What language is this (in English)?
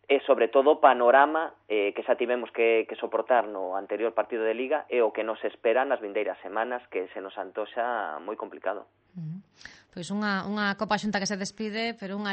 Galician